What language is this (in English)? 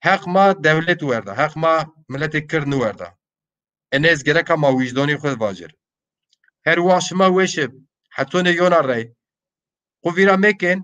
Zaza